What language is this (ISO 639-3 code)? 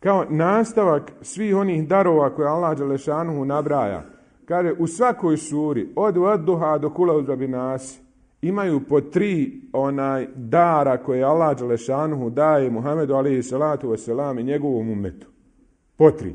bos